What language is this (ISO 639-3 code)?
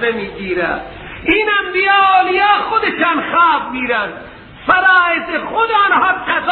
fas